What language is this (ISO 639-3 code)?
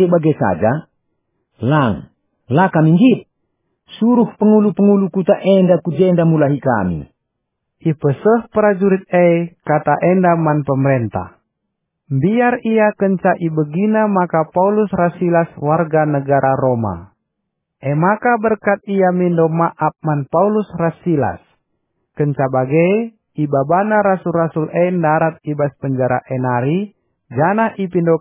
btx